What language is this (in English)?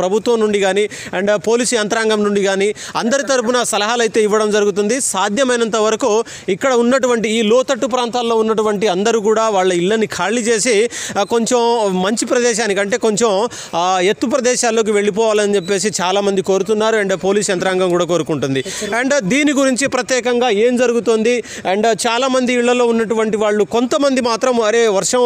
Telugu